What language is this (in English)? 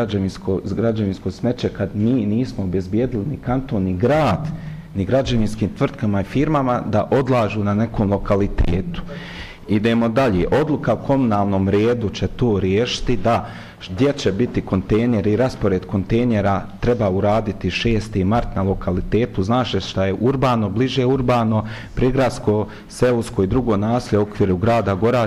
Bosnian